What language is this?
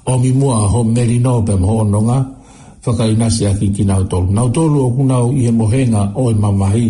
Tongan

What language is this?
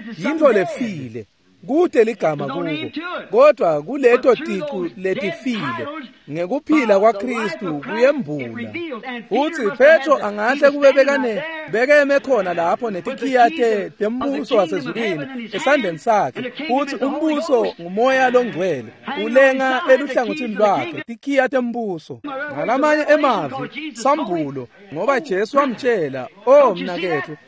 Swati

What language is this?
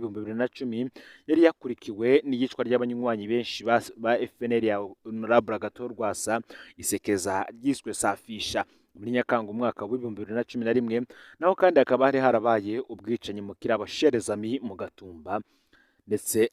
Rundi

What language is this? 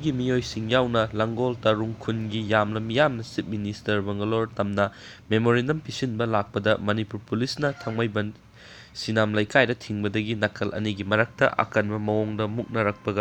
Manipuri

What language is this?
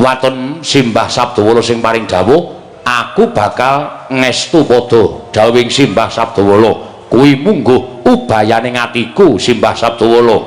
Javanese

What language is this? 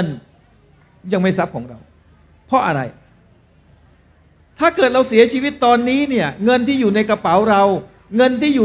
Thai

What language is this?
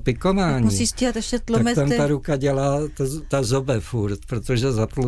Czech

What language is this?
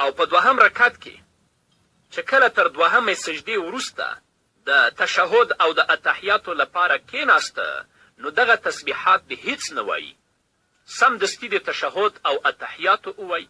Pashto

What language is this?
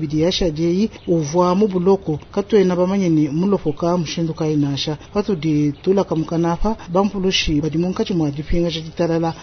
Luba-Lulua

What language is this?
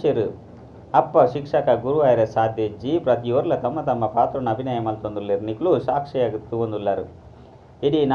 Tulu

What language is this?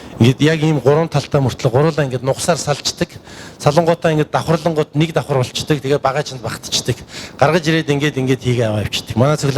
Mongolian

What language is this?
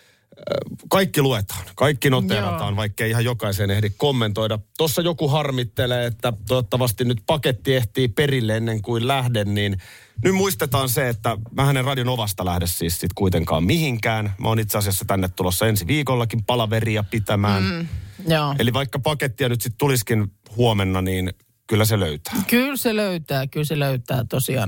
Finnish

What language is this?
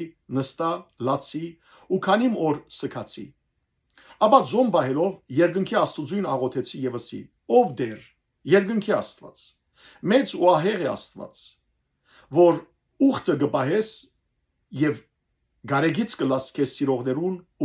Western Armenian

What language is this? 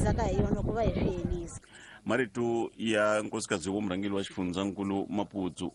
Tsonga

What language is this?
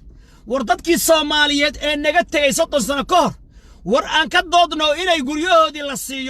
Somali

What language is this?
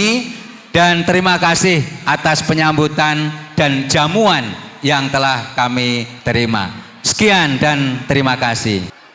Batak Karo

